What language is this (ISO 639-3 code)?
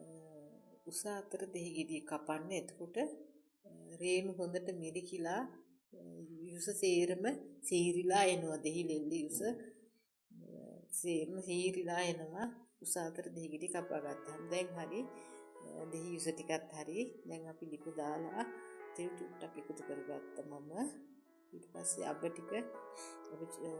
sin